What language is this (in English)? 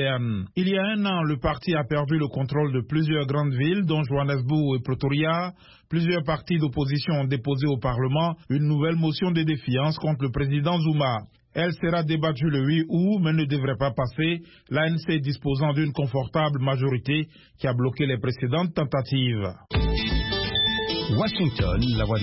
French